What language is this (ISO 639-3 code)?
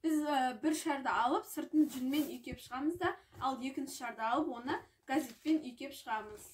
kaz